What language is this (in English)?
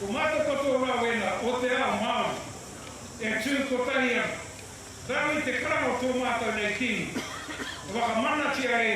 Māori